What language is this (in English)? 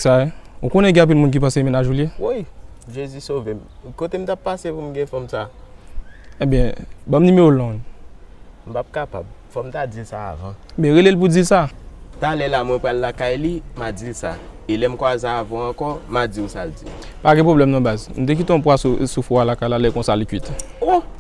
Haitian Creole